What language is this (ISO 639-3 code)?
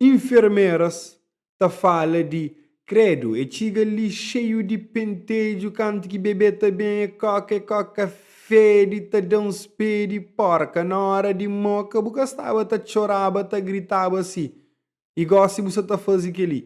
kea